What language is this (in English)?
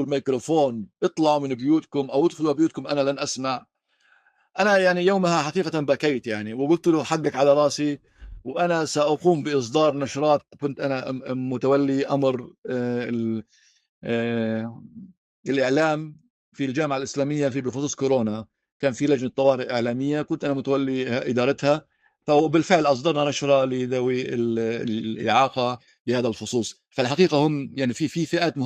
North Levantine Arabic